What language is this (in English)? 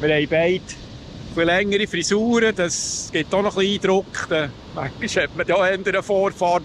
Swiss German